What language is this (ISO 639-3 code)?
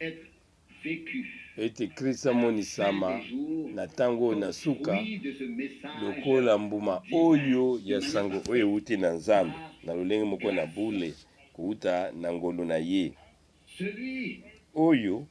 lin